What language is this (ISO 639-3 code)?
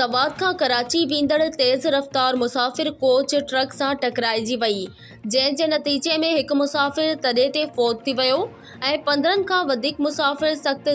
snd